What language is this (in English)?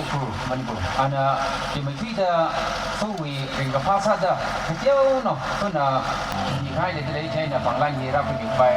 Tangkhul Naga (India)